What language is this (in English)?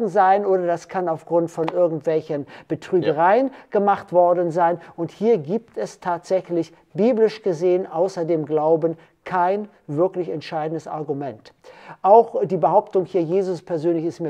German